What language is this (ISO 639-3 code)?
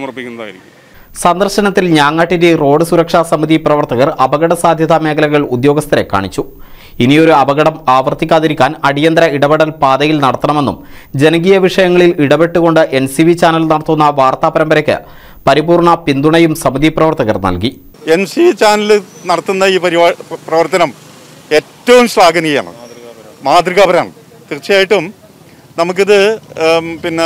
mal